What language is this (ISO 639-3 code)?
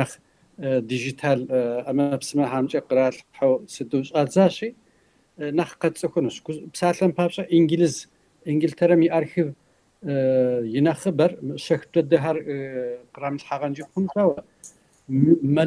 kbd